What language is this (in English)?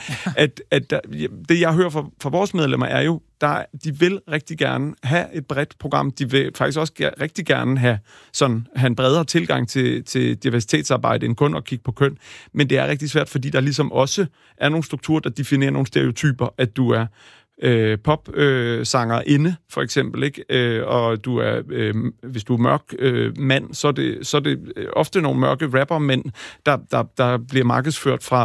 Danish